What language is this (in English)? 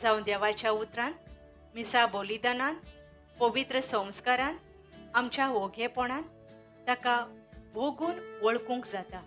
Konkani